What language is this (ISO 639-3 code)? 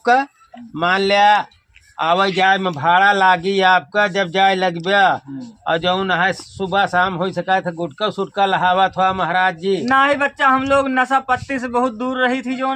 awa